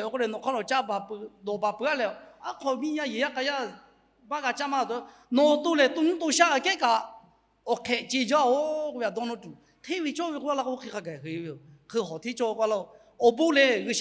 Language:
Lahu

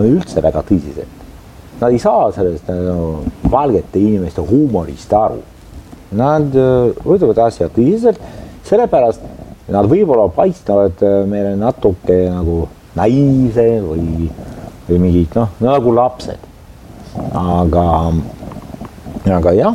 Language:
Estonian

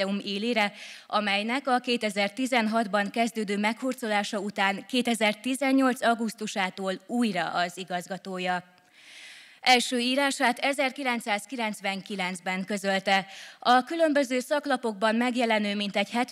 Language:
Hungarian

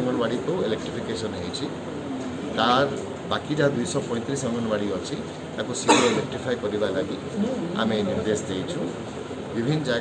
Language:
Odia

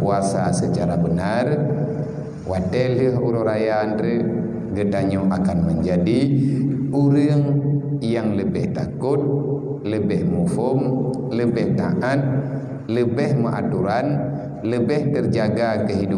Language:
Achinese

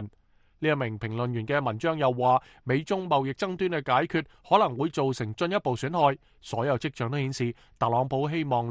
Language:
Cantonese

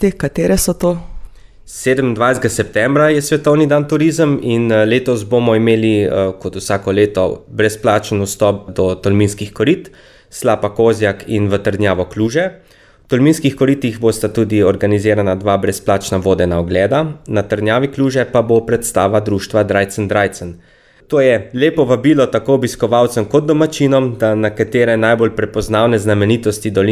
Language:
Slovenian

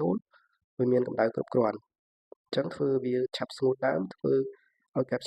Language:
Khmer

